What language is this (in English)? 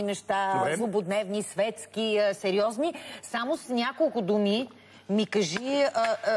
Bulgarian